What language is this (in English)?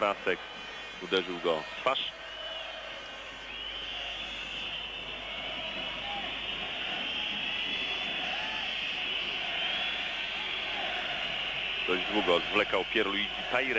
Polish